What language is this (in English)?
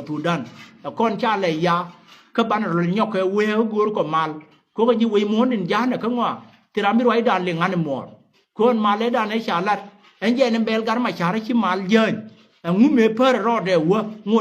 Nuer